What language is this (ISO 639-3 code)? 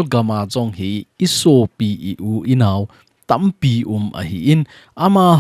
tcz